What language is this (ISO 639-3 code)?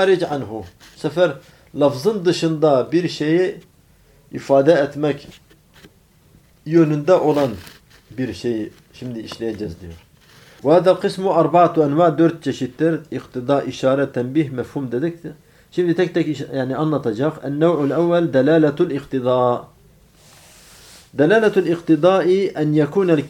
tur